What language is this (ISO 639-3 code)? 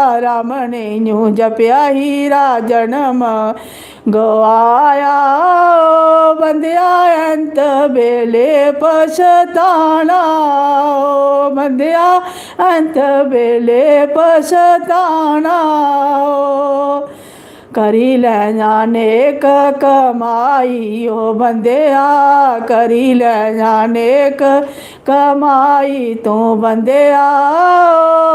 doi